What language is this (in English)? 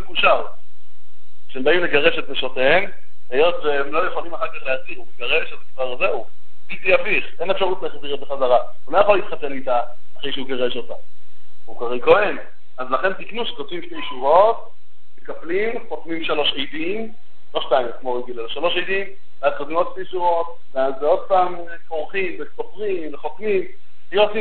Hebrew